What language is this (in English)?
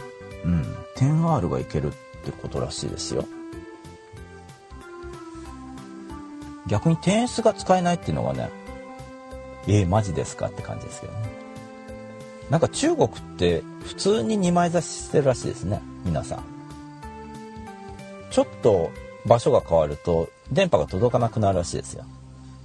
Japanese